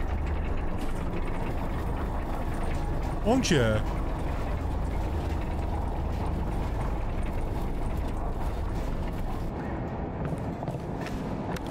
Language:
Persian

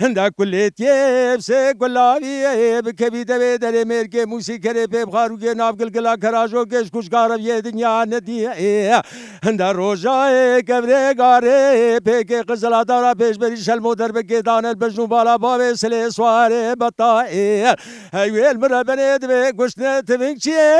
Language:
Kurdish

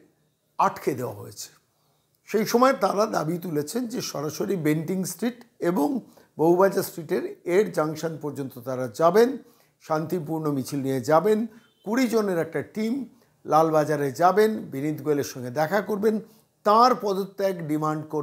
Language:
Bangla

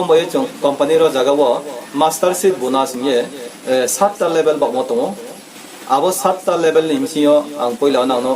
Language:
Riang (India)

